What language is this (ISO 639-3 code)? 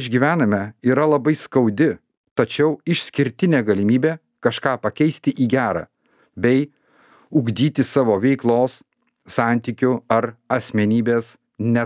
lit